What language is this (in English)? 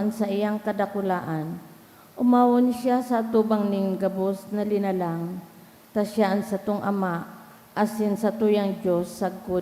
Bikol